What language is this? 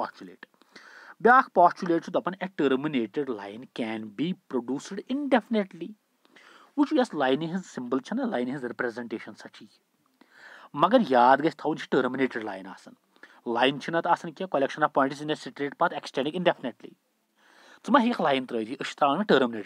Kashmiri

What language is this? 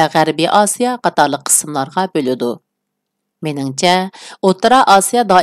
Uyghur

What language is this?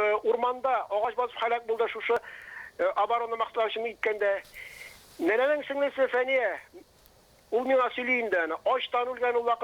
Tatar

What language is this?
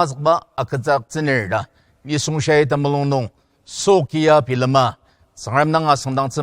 Ao Naga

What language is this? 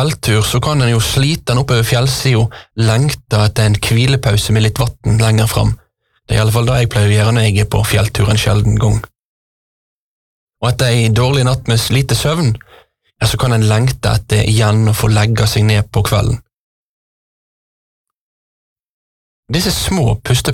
Norwegian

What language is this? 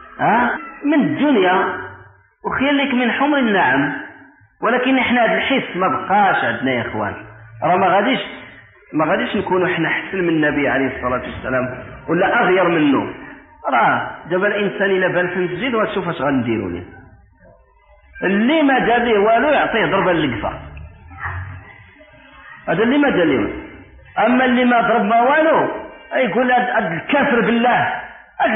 Moroccan Arabic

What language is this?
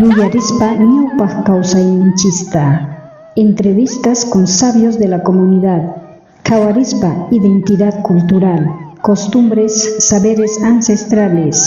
South Bolivian Quechua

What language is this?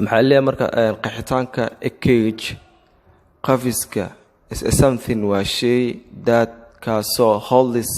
Somali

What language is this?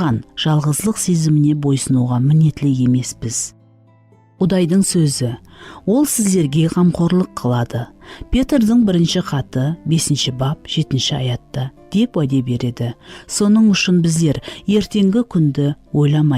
Kara-Kalpak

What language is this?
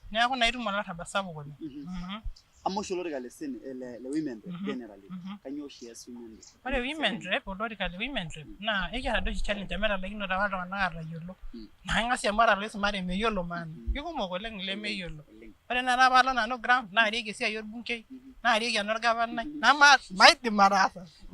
Masai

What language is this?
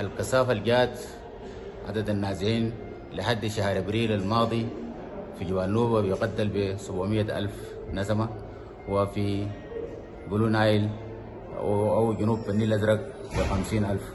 Sudanese Arabic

